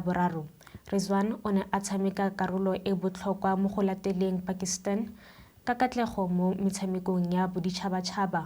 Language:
Tswana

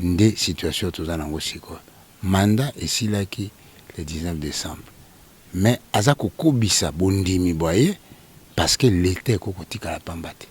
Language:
Lingala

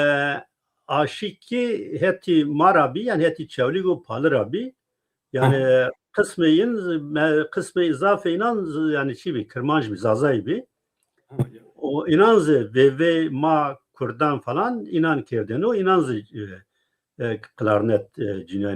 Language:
Zaza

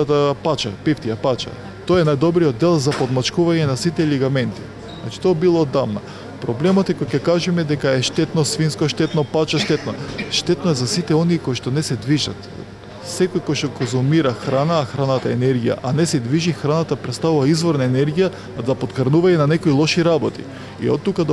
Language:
Macedonian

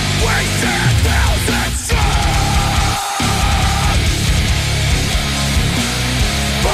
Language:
Dutch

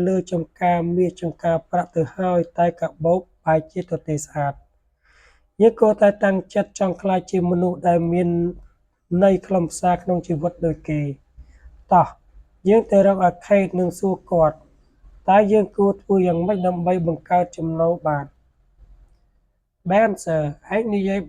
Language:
Khmer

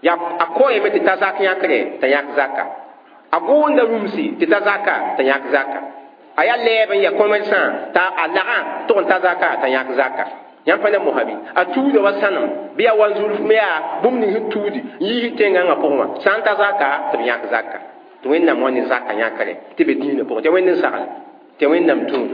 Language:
Mossi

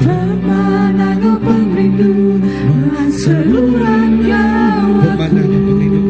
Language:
Iban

